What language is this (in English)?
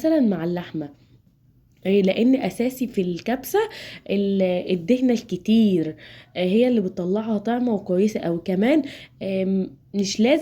Egyptian Arabic